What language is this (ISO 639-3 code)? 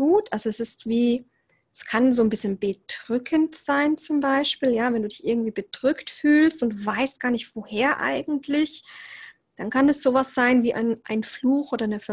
deu